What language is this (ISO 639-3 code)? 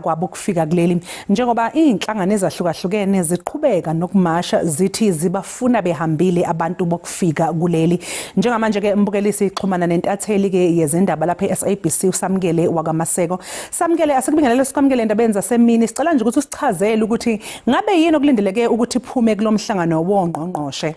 zul